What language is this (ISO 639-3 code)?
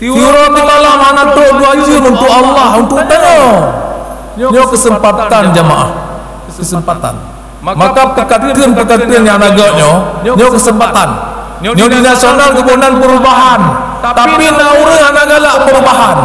ace